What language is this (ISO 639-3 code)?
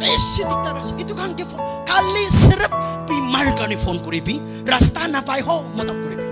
nag